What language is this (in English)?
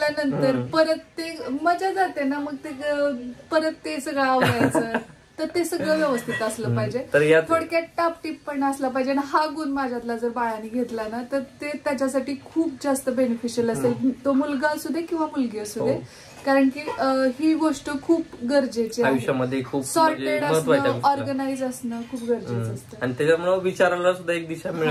Marathi